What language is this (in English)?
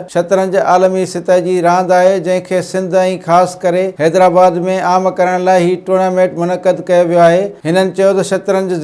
Sindhi